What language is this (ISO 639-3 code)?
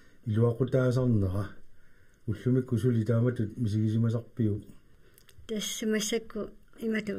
kal